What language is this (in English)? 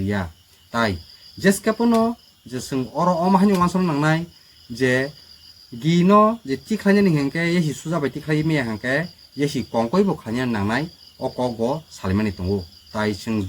Kok Borok